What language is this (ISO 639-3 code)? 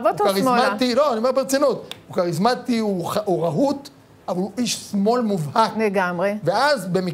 heb